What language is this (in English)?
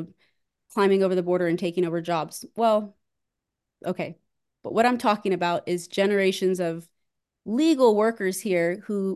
English